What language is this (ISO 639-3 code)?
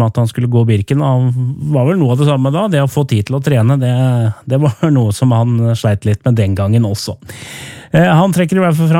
nor